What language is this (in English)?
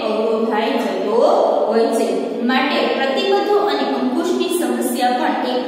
Gujarati